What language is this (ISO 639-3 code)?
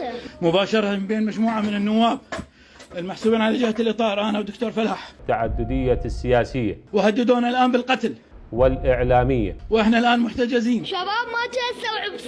acm